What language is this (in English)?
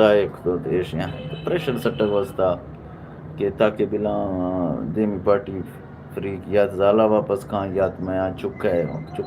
Eastern Balochi